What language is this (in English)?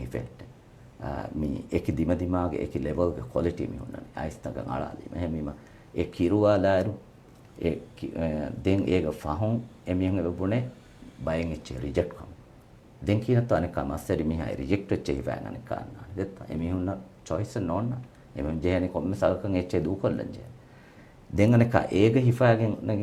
Divehi